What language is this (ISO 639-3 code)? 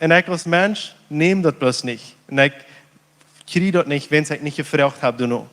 pdt